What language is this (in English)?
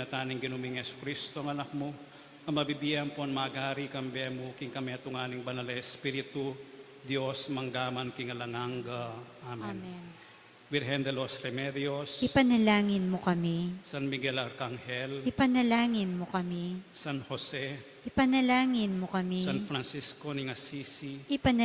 Pampanga